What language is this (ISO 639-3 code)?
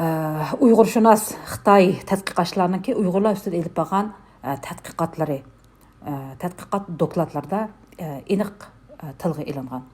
uig